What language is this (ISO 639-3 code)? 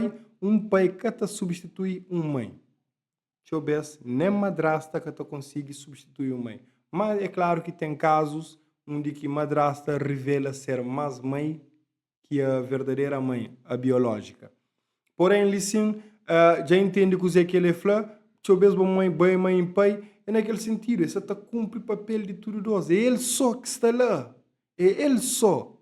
kea